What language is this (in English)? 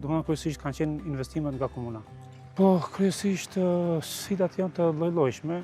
Albanian